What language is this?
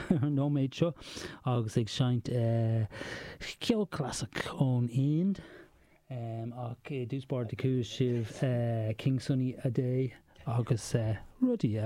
Irish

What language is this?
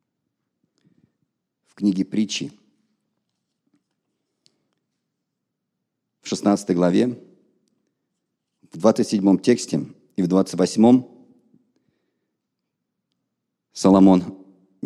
Russian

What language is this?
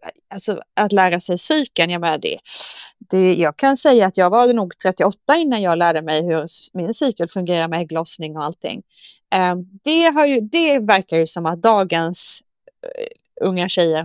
Swedish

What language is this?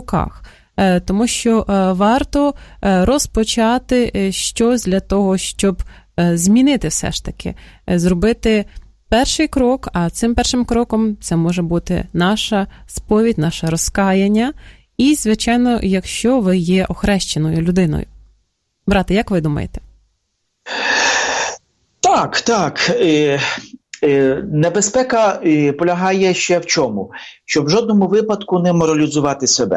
Ukrainian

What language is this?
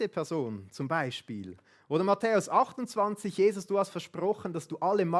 Swiss German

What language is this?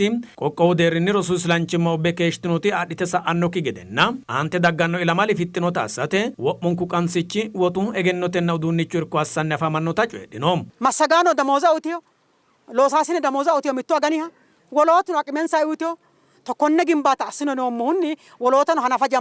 Sidamo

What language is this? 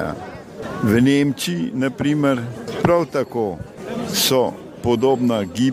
Slovenian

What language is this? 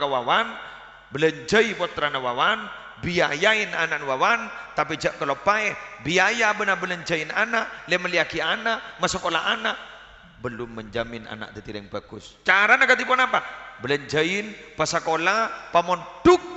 Madurese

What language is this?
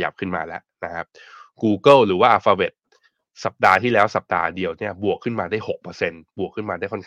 Thai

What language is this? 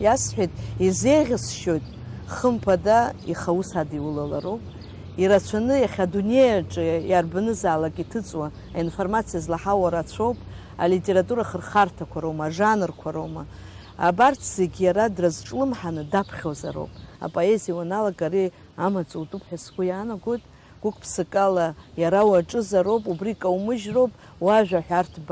Abkhazian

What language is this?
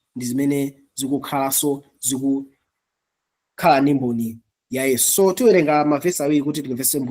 Nyanja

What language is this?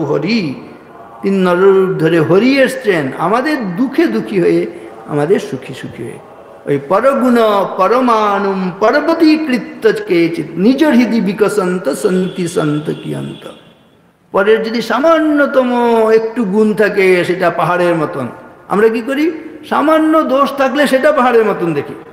Bangla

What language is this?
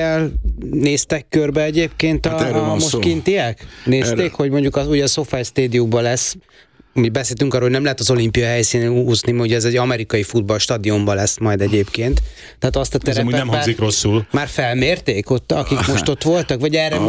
Hungarian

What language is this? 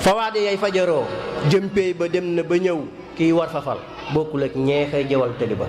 Wolof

